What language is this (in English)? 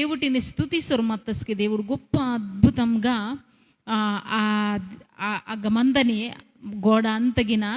Koya